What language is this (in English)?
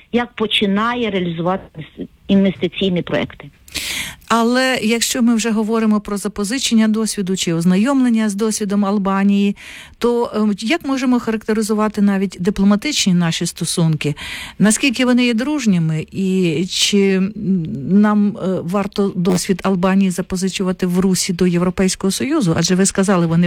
Ukrainian